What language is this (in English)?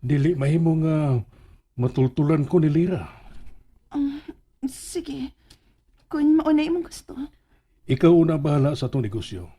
Cebuano